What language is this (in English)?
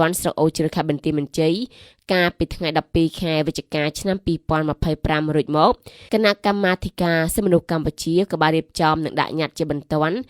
Khmer